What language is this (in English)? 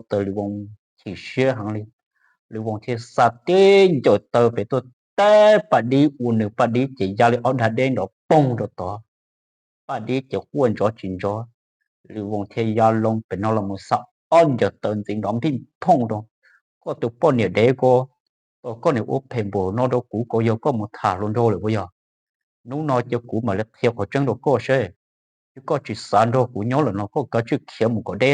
Hmong